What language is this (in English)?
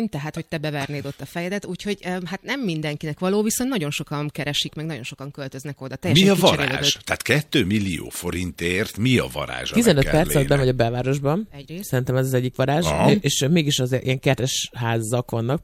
Hungarian